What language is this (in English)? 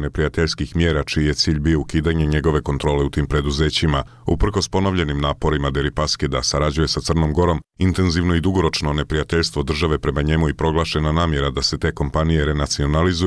Serbian